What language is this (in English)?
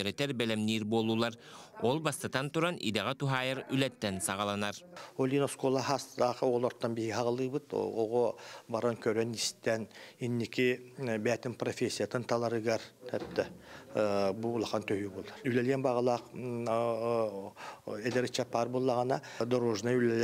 Yakut